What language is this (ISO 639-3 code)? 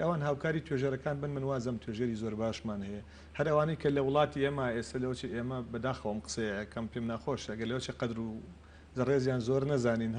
ckb